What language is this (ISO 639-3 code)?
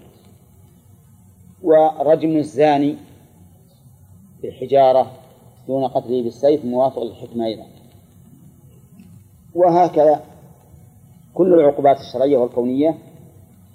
ara